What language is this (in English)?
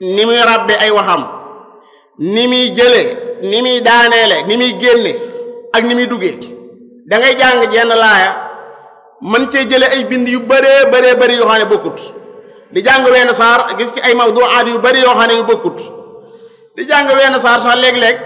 Wolof